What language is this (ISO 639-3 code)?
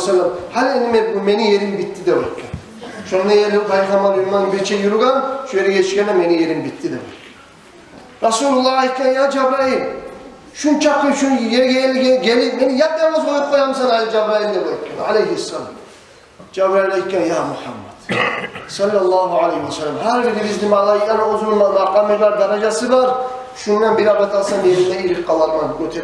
kum